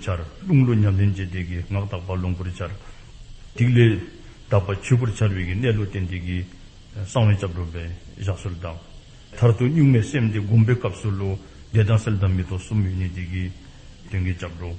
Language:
Dzongkha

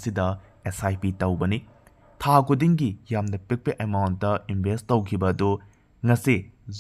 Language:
Manipuri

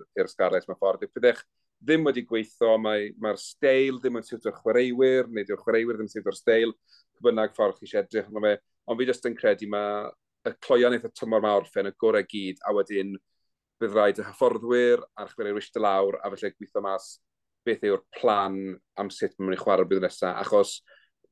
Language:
Welsh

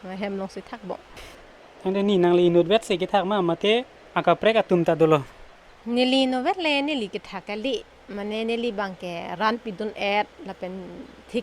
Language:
Karbi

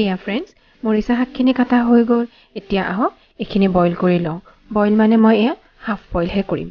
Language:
Assamese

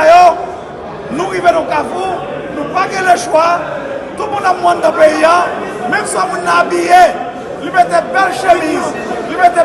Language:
Haitian Creole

